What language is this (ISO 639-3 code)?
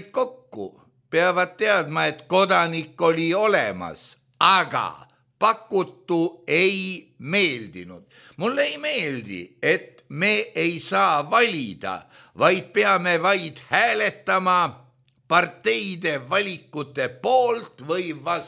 est